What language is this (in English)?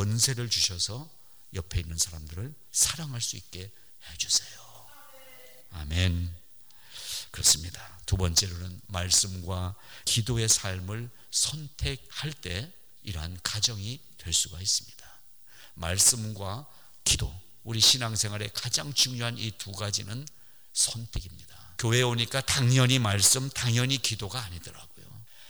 Korean